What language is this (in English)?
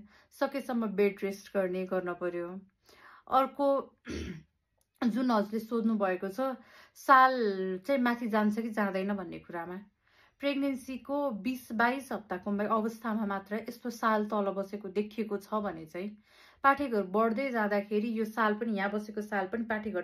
Nepali